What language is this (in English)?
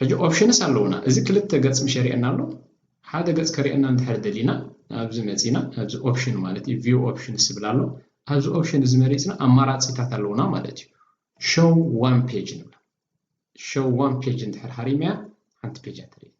Tigrinya